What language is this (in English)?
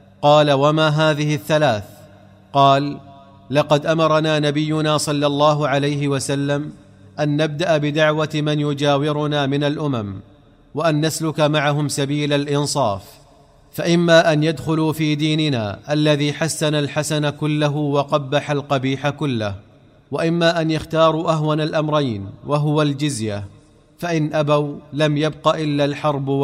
Arabic